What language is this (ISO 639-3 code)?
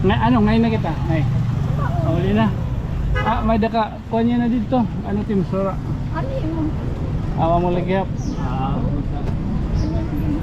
war